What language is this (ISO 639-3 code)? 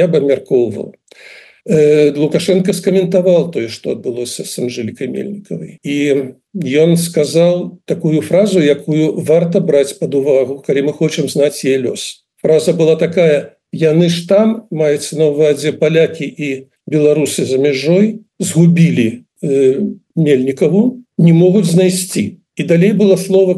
bel